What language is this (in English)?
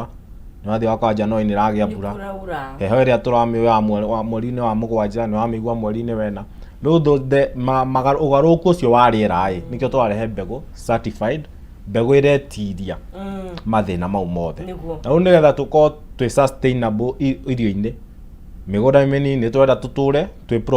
Kikuyu